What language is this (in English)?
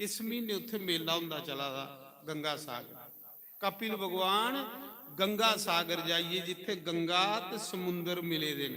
Dogri